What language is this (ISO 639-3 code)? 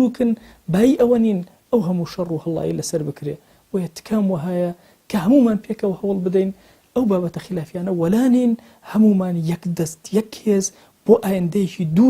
ckb